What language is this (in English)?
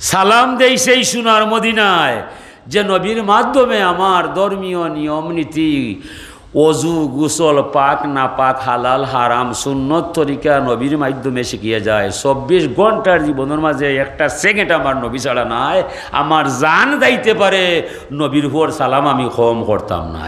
Sylheti